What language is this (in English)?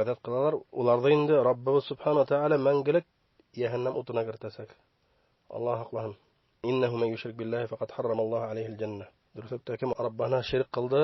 Bashkir